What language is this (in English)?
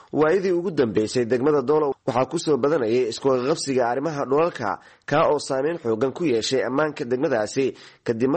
Somali